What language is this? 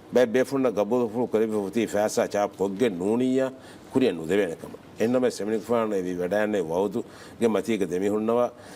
Divehi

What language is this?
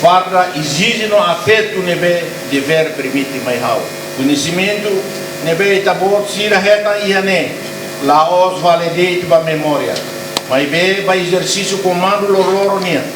Tetum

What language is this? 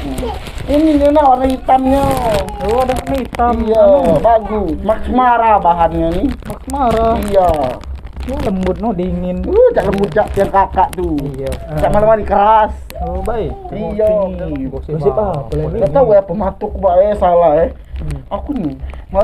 Musi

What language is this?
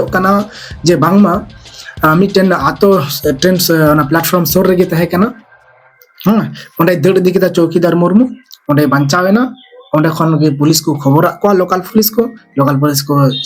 Santali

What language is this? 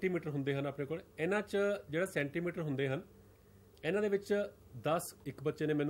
Punjabi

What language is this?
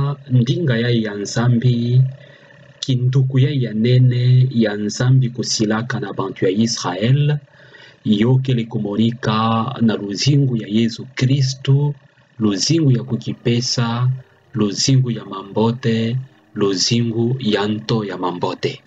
Kituba (Democratic Republic of Congo)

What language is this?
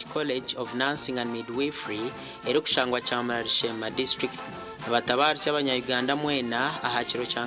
Nyankole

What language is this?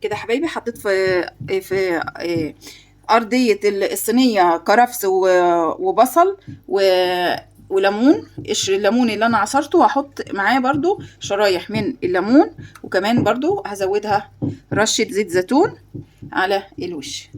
Egyptian Arabic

